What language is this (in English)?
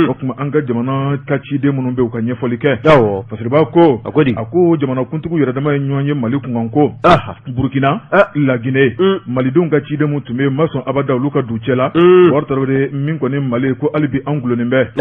Bambara